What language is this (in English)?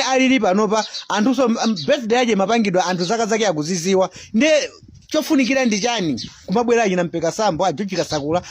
Nyanja